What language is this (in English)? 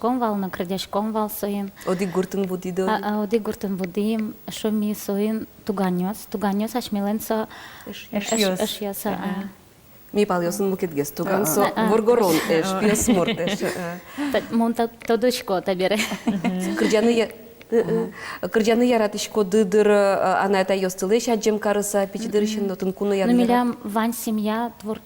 Udmurt